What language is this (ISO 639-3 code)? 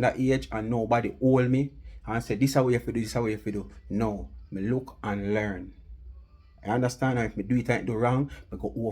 jam